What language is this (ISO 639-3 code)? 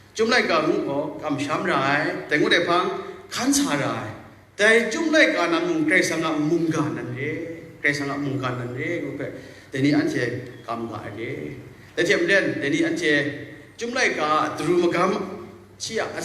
kac